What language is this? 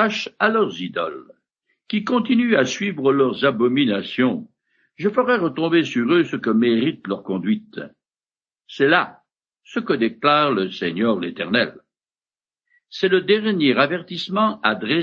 French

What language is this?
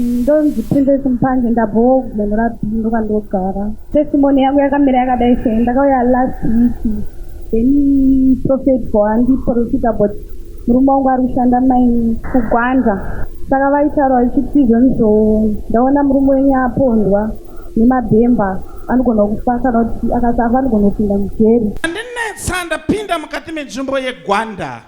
Shona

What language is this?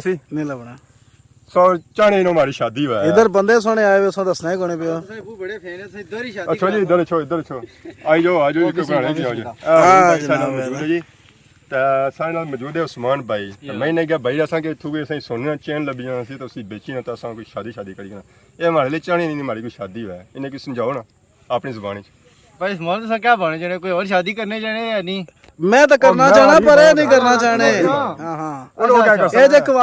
Pahari-Potwari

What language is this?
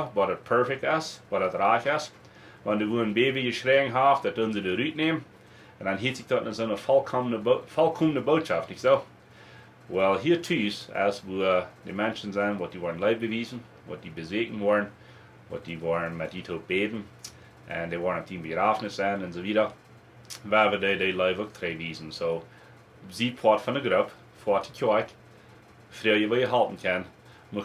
Plautdietsch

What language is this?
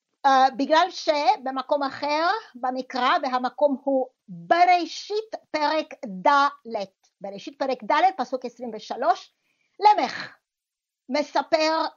Hebrew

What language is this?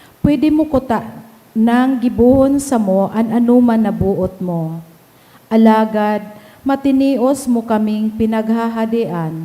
Bikol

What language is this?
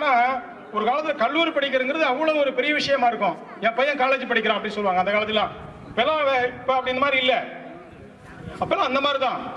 Tamil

